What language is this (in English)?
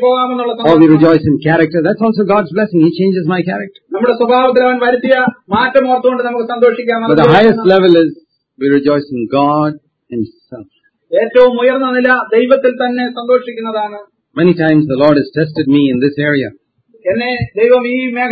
Malayalam